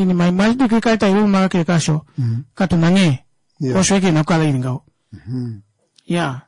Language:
Kuanyama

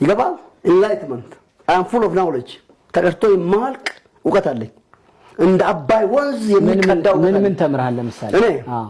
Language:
Amharic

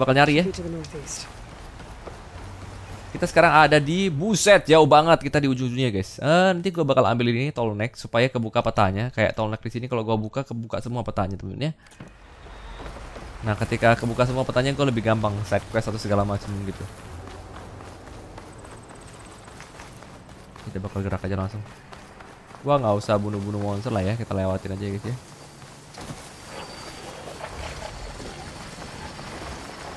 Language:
Indonesian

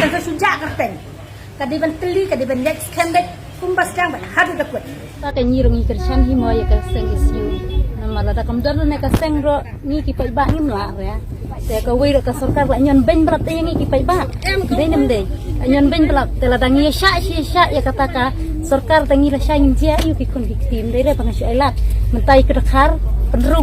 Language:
Khasi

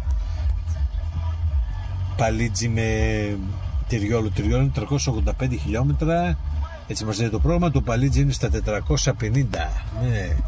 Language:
Greek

